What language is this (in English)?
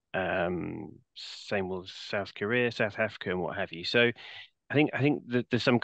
English